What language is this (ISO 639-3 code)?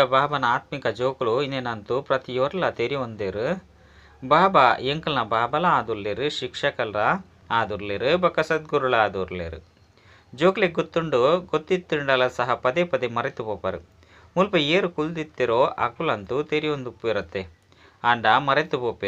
tcy